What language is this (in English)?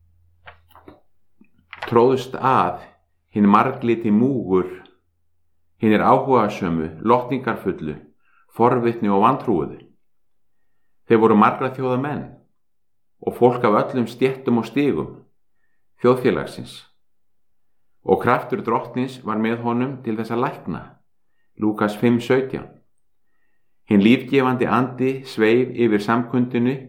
Icelandic